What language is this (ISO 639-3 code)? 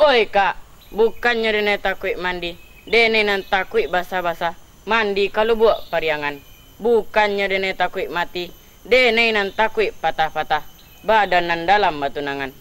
min